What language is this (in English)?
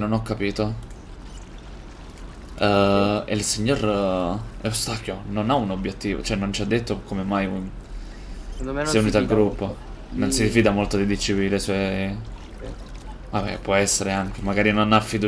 Italian